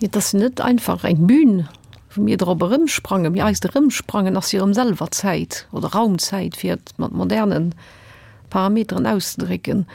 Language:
Luxembourgish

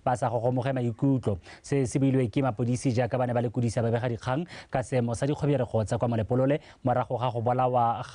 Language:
Tswana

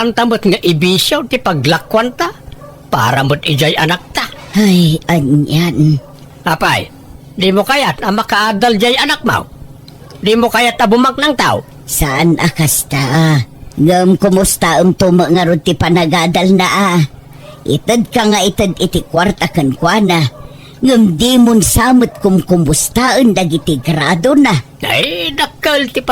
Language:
Iloko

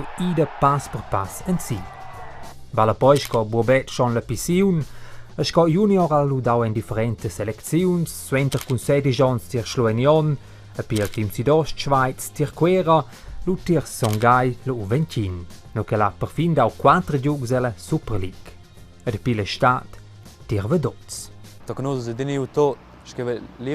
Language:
Romansh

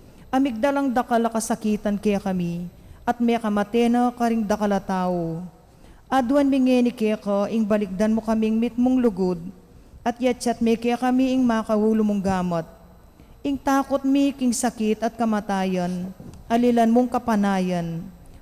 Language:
Pampanga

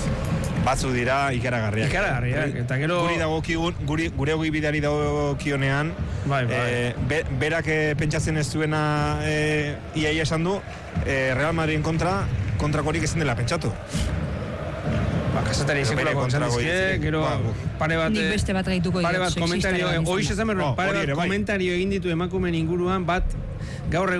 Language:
Basque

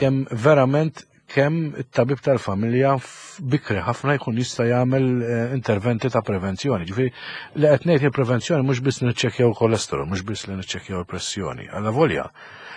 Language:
Maltese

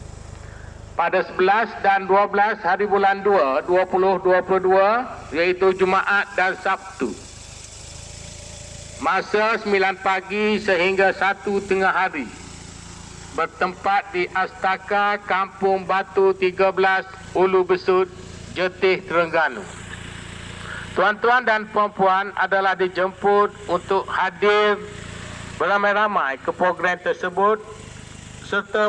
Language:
Malay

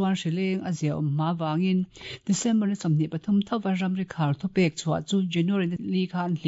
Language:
Mizo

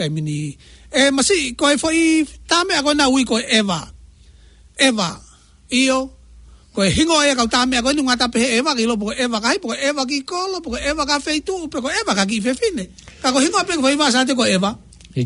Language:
Tongan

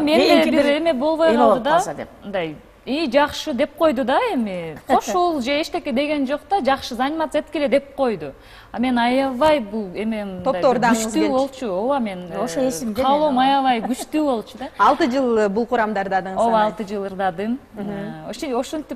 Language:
Kyrgyz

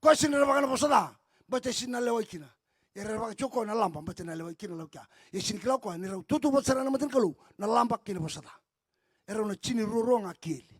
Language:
Fijian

